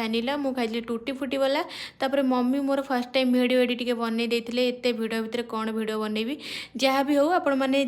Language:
Odia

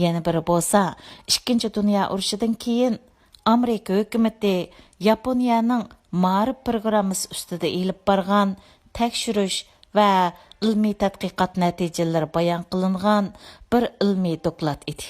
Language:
Uyghur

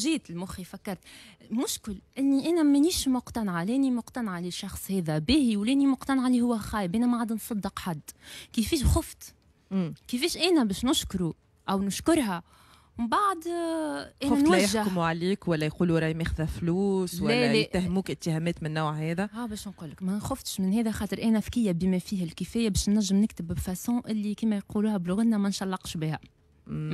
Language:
Tunisian Arabic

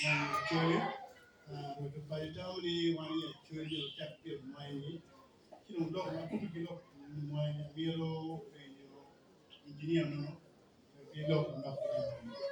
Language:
Acoli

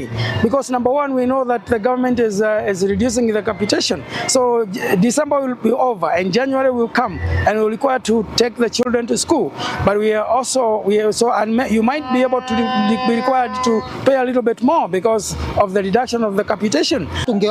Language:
Gusii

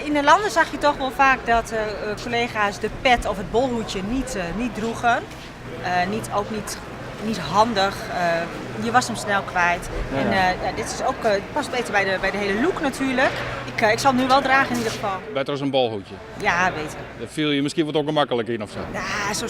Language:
Western Frisian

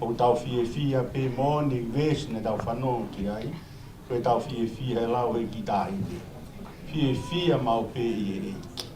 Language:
Tongan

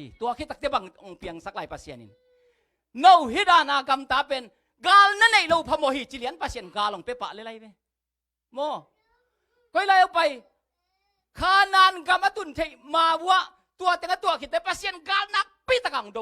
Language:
Tedim Chin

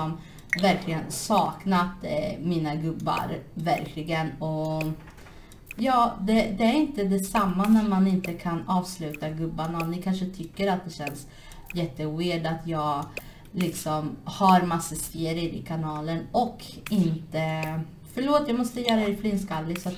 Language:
Swedish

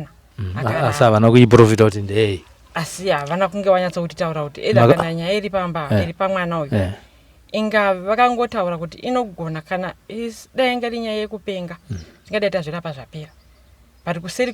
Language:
Shona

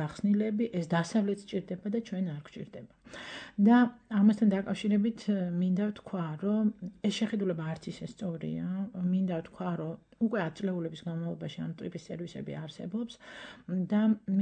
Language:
Georgian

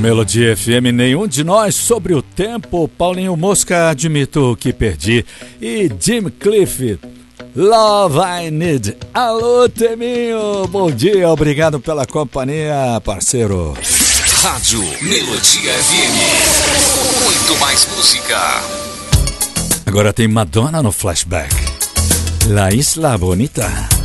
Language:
Portuguese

